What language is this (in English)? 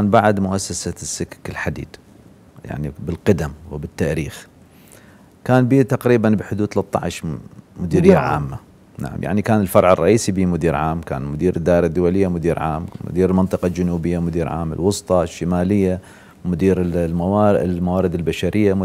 Mesopotamian Arabic